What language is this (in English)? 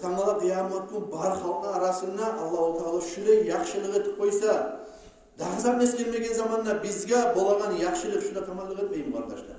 Kumyk